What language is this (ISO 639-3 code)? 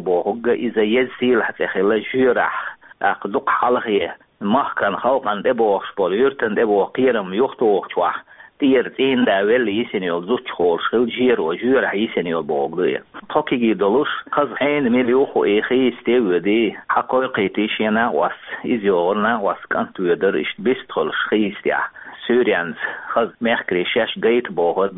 che